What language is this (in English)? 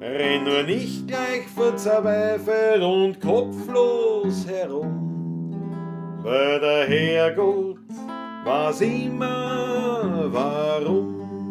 Bavarian